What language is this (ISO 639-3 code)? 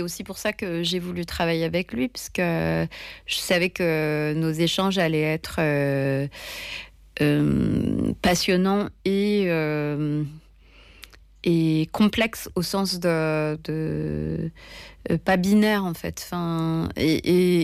fra